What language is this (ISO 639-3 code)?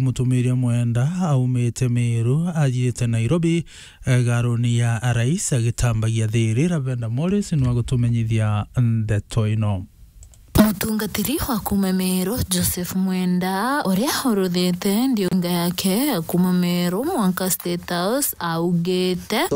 mer